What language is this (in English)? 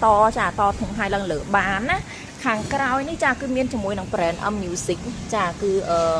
Khmer